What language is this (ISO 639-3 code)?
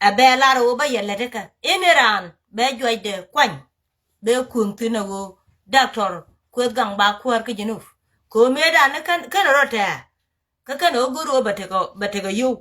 nus